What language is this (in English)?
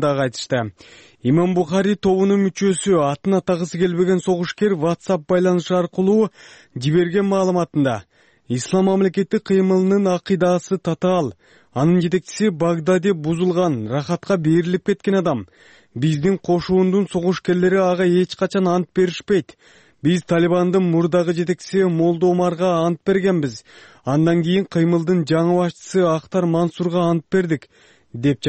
Kyrgyz